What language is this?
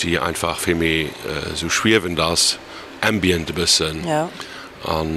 Luxembourgish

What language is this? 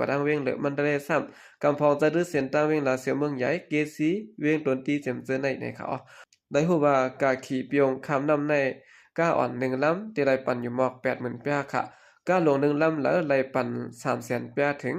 Shan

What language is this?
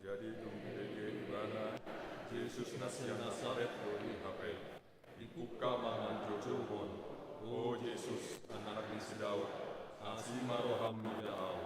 Batak Toba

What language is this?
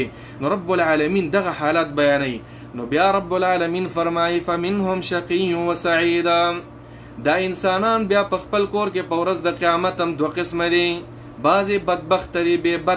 Pashto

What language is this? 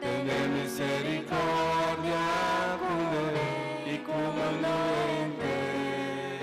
Papiamento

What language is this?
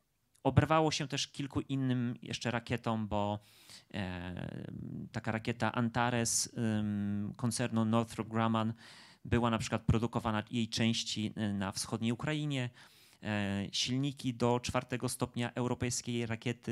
Polish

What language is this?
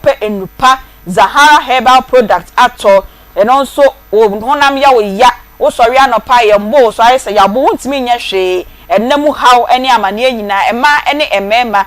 Akan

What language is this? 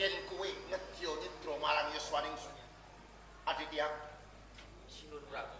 Javanese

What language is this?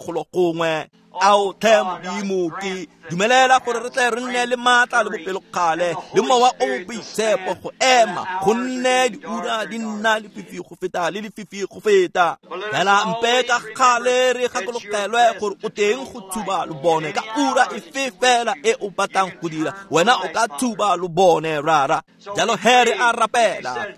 Tswana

